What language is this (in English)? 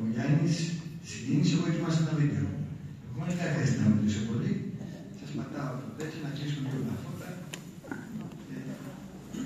Greek